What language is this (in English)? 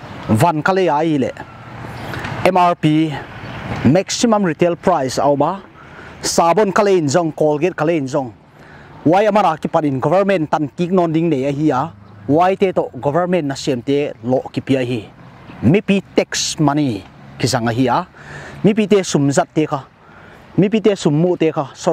Paite Chin